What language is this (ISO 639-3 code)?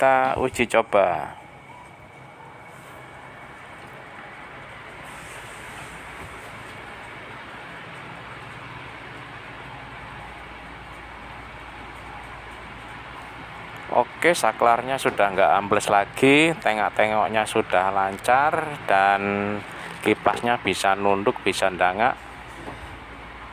ind